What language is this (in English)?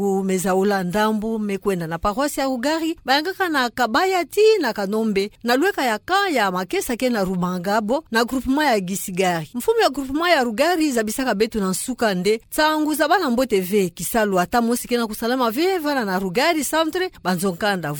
Kituba (Democratic Republic of Congo)